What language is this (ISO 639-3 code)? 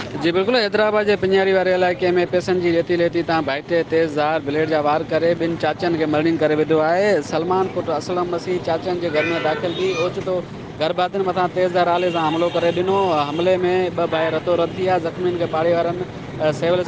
snd